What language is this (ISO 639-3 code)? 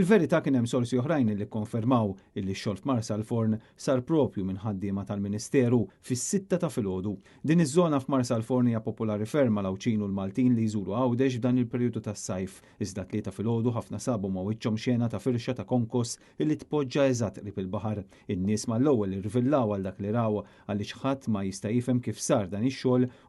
mlt